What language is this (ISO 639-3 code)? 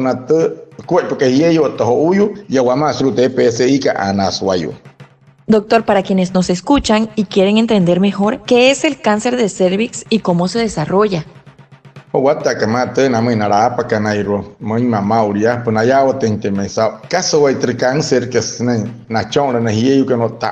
guc